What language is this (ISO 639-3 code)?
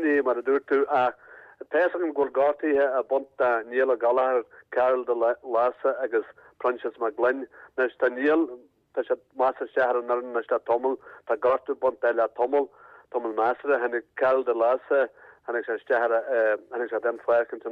gle